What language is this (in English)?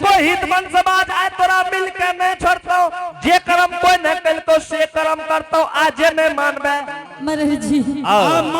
Angika